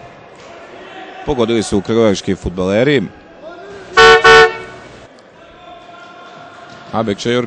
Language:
Serbian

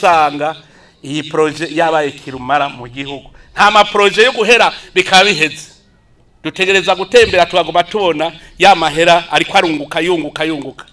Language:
Rundi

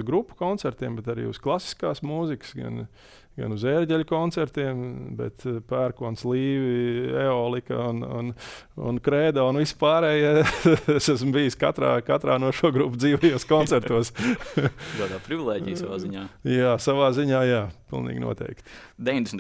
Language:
Latvian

